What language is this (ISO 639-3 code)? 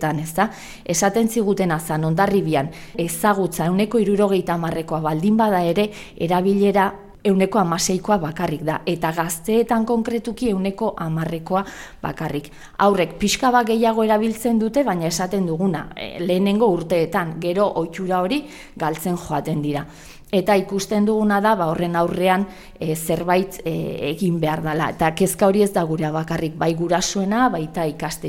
eus